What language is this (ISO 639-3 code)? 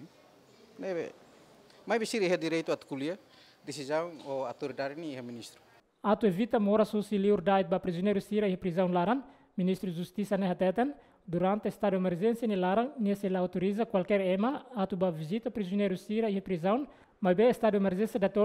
tet